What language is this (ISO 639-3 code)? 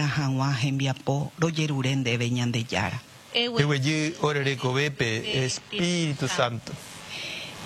grn